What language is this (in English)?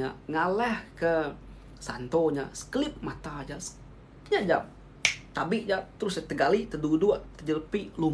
Iban